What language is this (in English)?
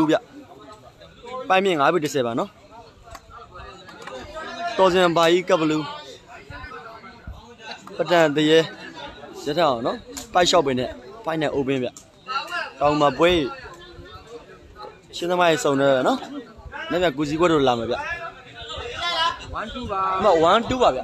Burmese